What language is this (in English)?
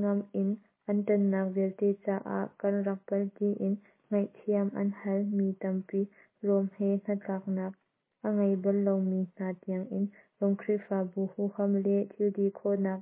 Hakha Chin